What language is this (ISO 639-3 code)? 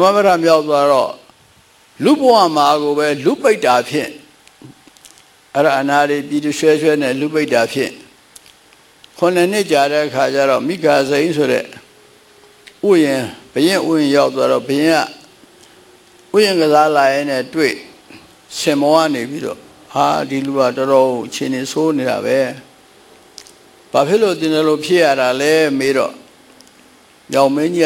mya